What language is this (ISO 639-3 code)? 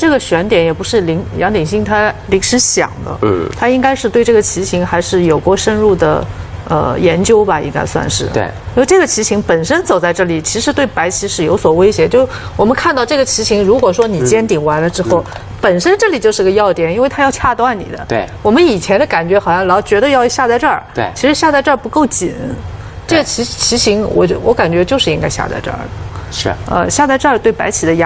zho